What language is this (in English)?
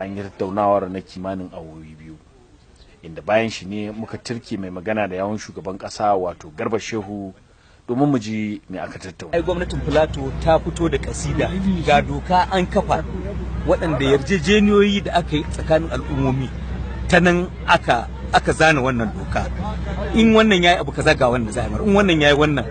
Hausa